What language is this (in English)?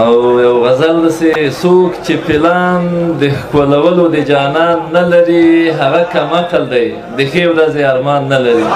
Pashto